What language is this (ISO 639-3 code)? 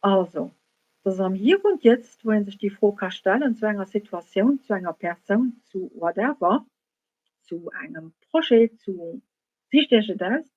ltz